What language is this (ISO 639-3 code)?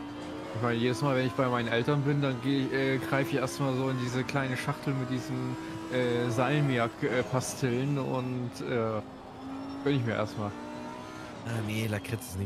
deu